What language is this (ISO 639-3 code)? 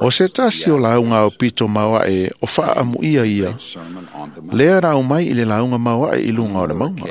smo